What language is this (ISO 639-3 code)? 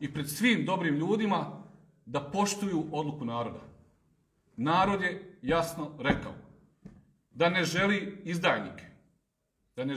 srp